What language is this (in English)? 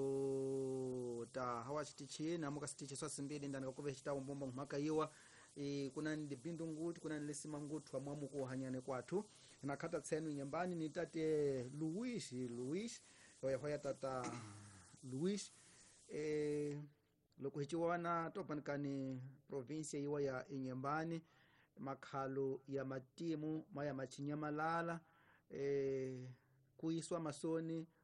Tsonga